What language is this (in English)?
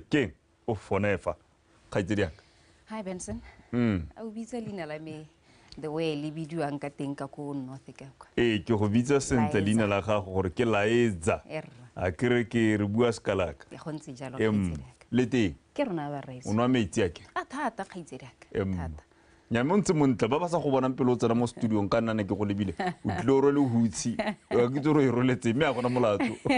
Tswana